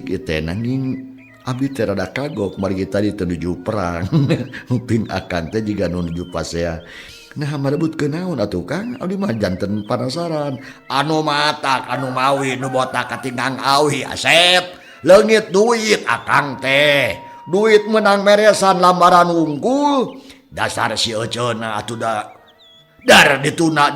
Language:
Sundanese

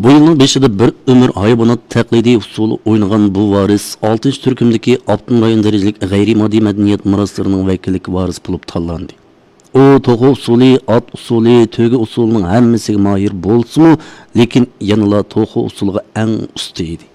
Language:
Uyghur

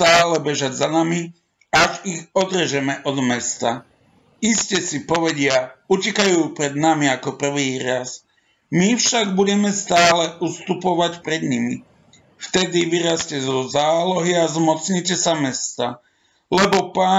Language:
Slovak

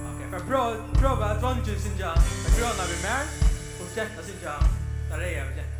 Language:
Faroese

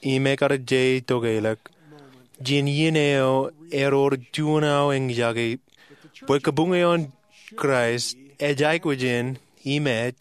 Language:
Marshallese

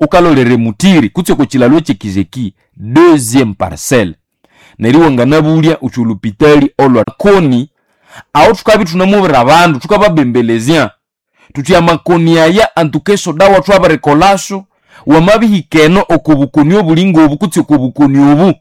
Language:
Nande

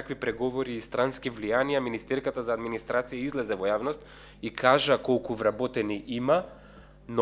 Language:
Macedonian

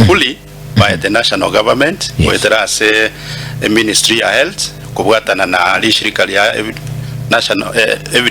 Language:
Gusii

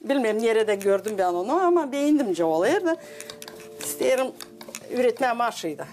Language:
Gagauz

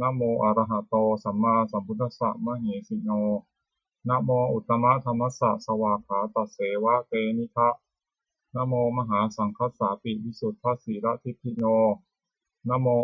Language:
Pali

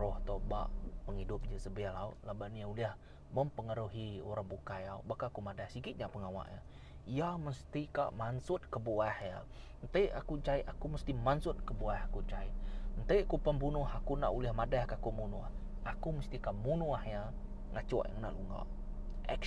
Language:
Iban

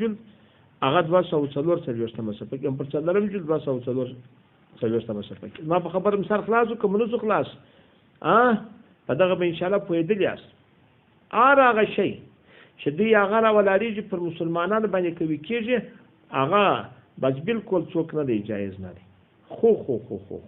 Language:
Pashto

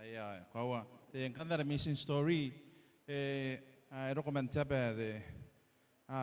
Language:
Gilbertese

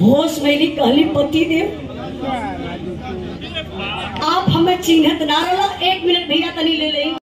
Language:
Bhojpuri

